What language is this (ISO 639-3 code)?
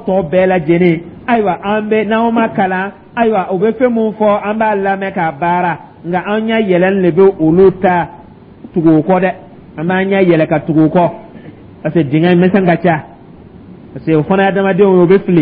dyu